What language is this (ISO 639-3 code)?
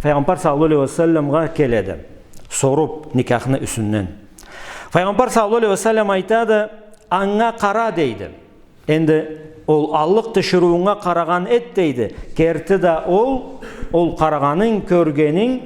krc